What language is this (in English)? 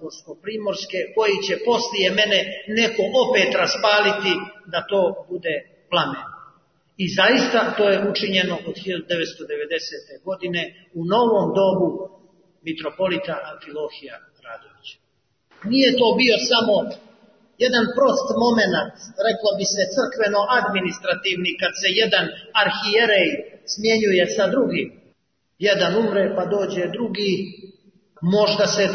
Serbian